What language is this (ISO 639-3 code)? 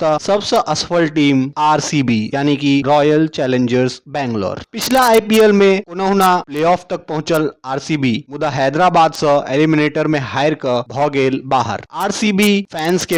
mai